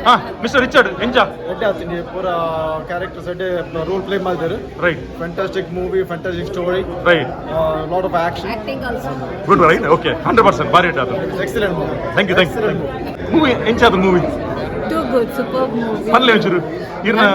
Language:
Tulu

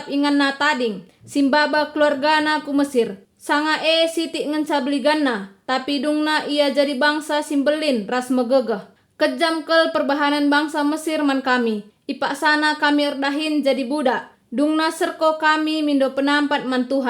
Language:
Batak Karo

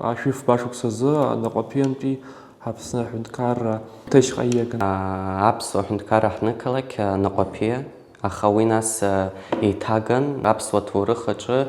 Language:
Abkhazian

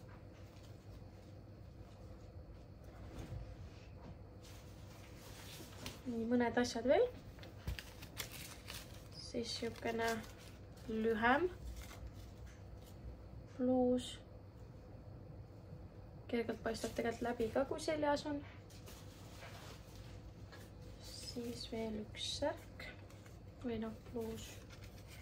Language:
Estonian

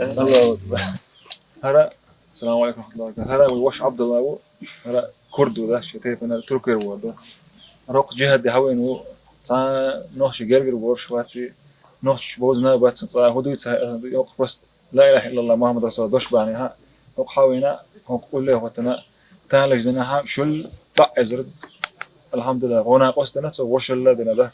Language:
Chechen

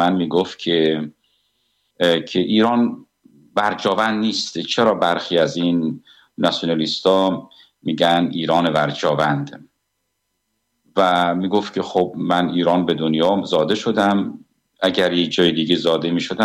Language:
Persian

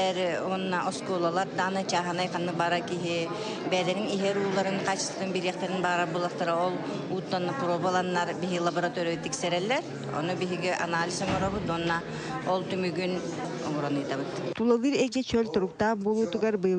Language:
Yakut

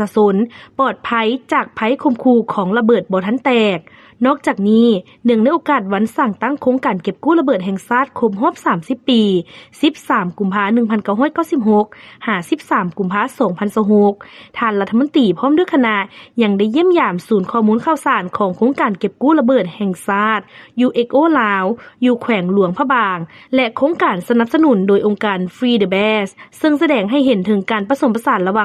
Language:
Lao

